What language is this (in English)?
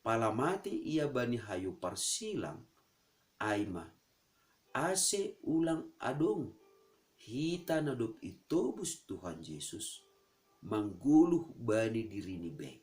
Batak Simalungun